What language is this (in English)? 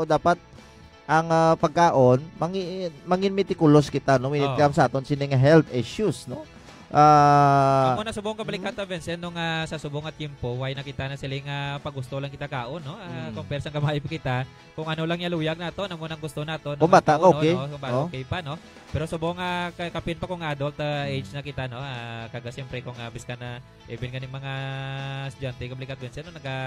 Hiligaynon